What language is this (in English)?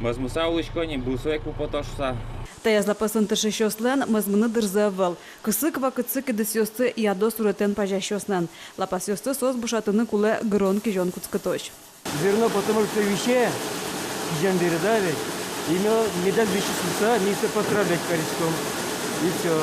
Udmurt